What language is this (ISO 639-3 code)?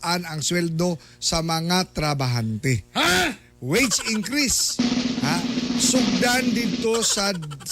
ceb